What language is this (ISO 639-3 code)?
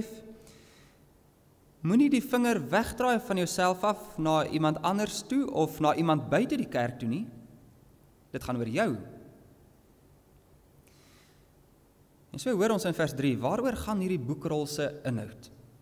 afr